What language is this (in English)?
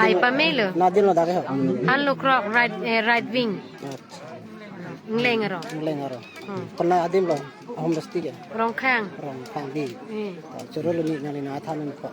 Karbi